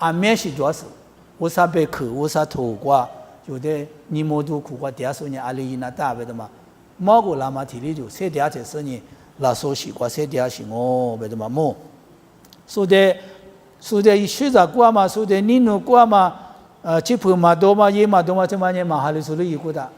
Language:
Lisu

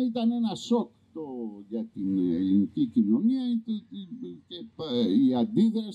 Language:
Greek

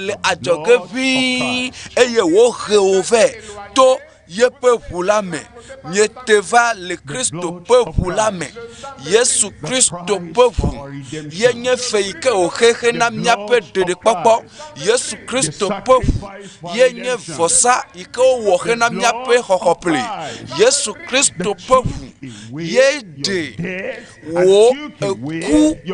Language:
Ewe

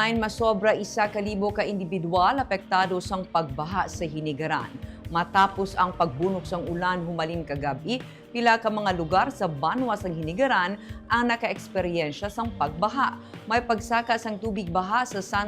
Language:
Hiligaynon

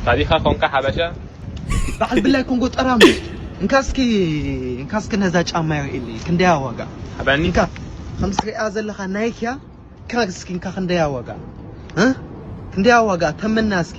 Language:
Tigrinya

